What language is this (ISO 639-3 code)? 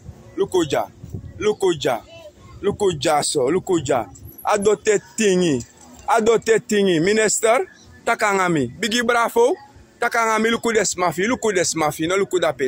srn